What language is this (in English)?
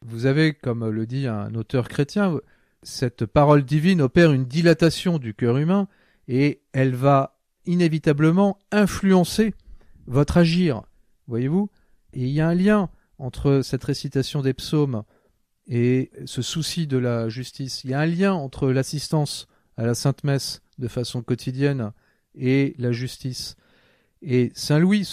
French